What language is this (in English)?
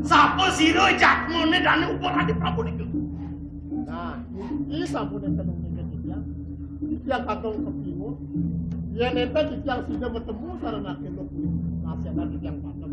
Balinese